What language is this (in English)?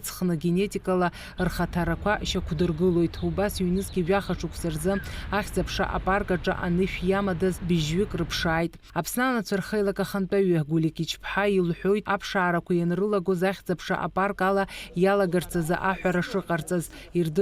Abkhazian